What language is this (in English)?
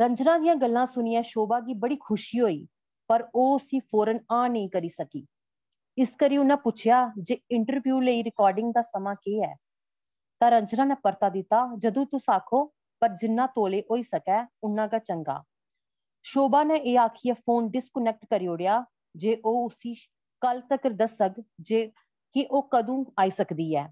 Dogri